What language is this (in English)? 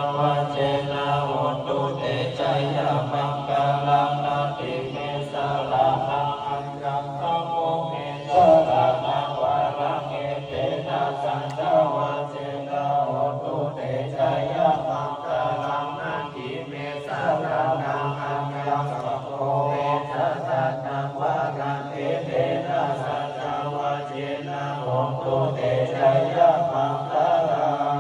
Pali